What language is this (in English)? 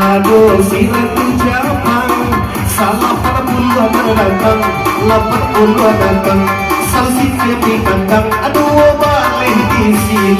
Minangkabau